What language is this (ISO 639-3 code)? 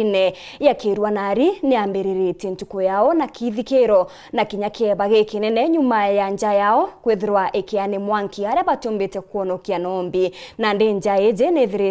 mer